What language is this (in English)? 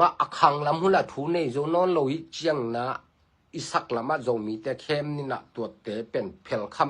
Tedim Chin